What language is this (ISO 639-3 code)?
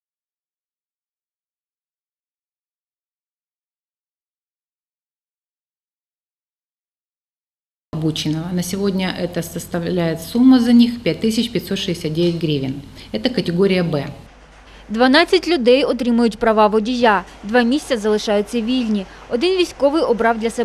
ukr